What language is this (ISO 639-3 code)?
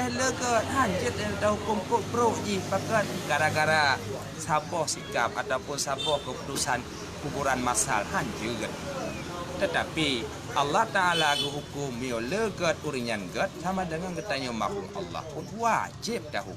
ace